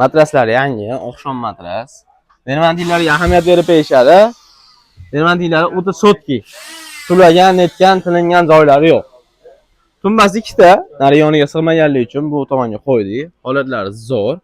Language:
Uzbek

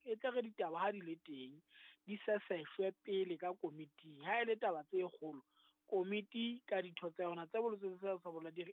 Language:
Southern Sotho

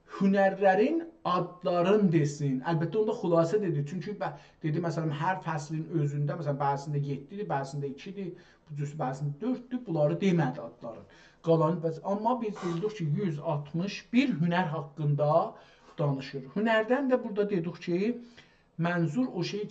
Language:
South Azerbaijani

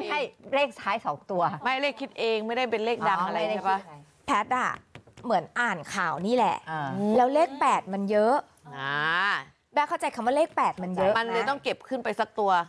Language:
Thai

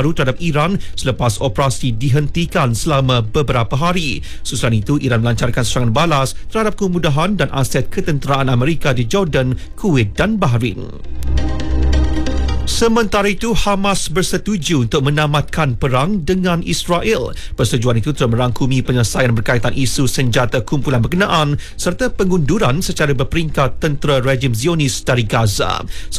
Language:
Malay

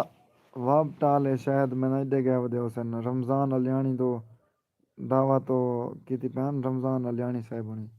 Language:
Saraiki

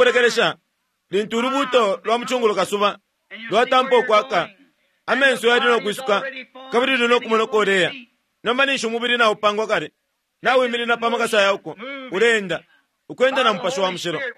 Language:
Bemba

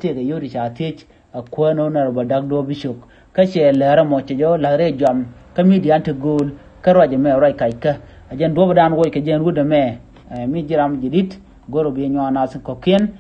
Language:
Nuer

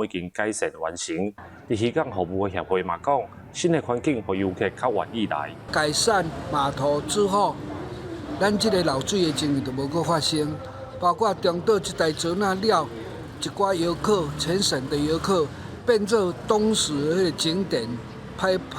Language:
Min Nan Chinese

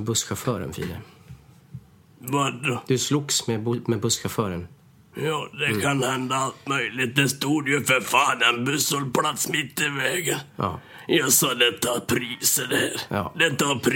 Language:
Swedish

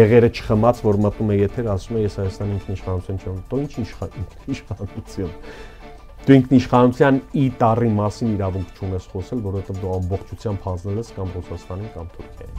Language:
Armenian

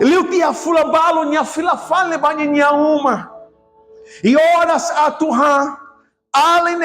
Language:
Tetum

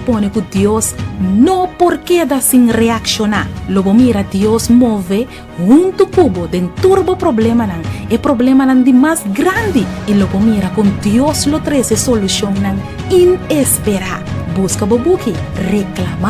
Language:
Papiamento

